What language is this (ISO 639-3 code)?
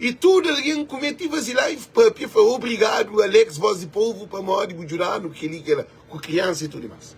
kea